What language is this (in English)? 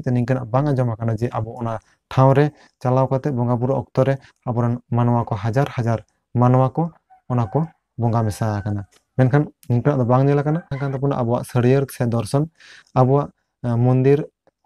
Santali